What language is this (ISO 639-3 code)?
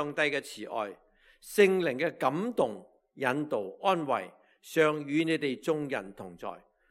yue